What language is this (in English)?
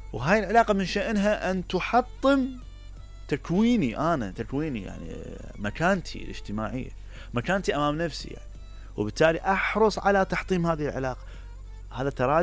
Mesopotamian Arabic